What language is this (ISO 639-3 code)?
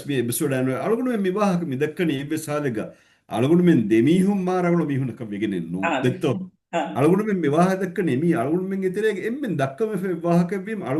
div